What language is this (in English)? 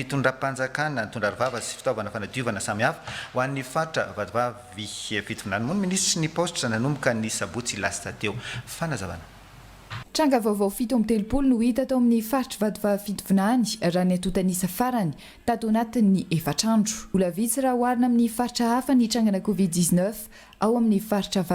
Malagasy